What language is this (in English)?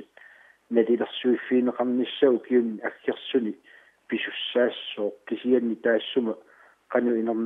Kalaallisut